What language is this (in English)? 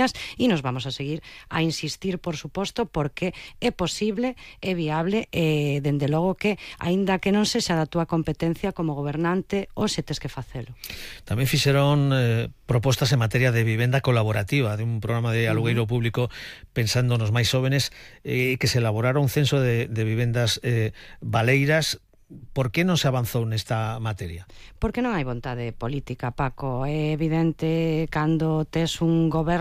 Galician